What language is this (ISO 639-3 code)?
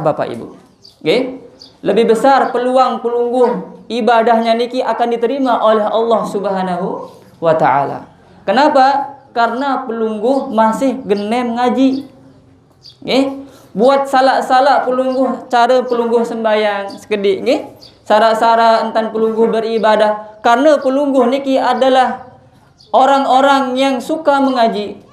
sas